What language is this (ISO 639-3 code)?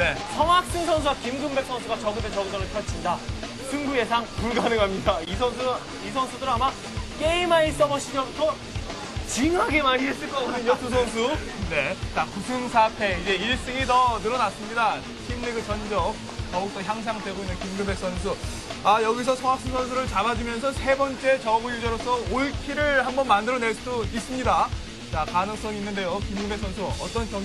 kor